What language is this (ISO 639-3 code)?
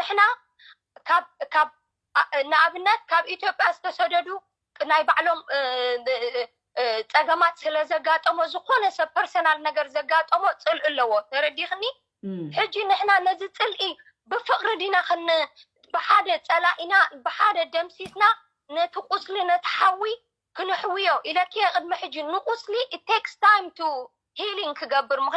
tir